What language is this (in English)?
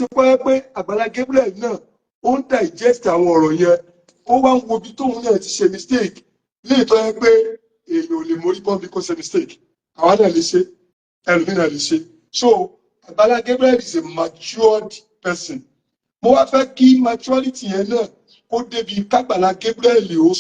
Yoruba